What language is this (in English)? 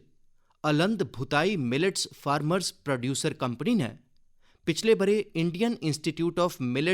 Dogri